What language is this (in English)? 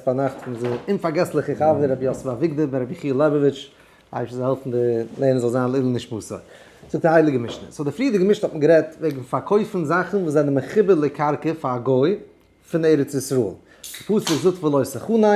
Yiddish